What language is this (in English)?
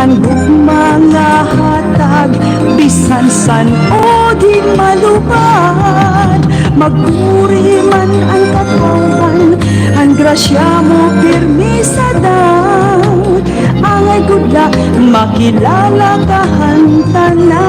Waray